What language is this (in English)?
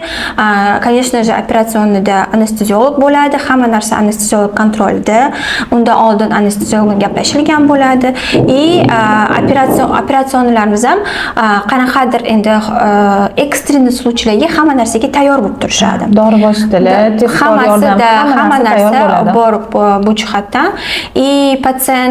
Uzbek